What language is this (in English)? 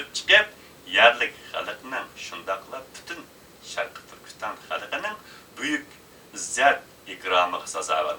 Uyghur